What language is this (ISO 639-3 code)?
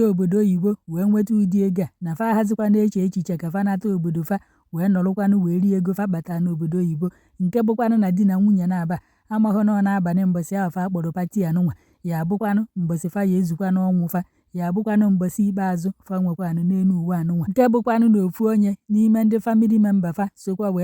ibo